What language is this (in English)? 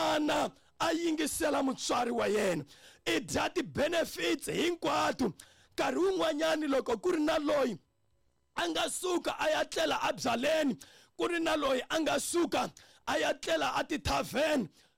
Tsonga